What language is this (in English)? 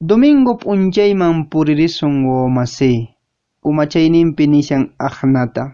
Quechua